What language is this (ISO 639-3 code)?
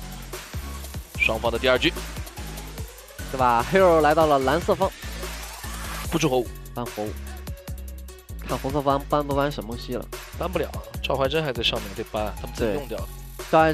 zho